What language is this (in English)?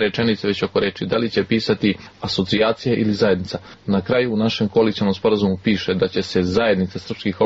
Serbian